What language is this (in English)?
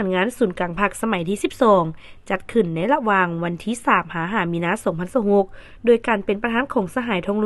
Lao